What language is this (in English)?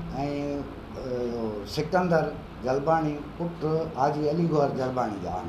Sindhi